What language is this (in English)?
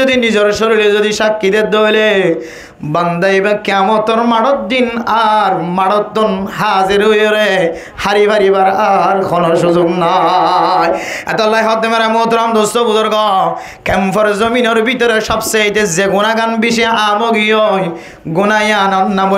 Rohingya